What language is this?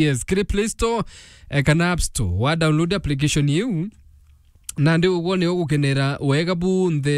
Meru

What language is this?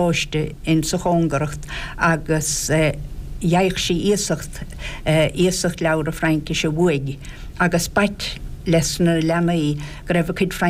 Irish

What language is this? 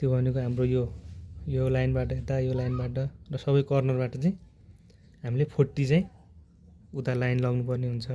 Nepali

